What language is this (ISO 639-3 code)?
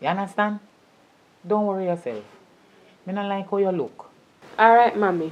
jam